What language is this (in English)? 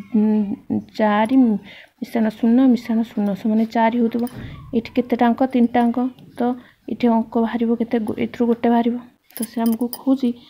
Odia